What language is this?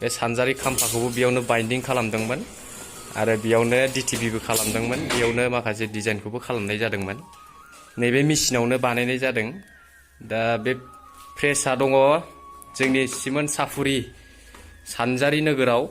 Bodo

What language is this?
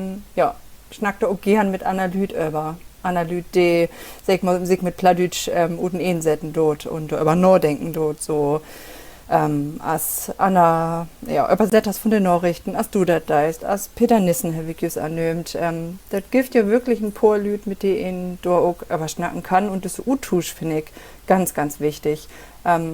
Low German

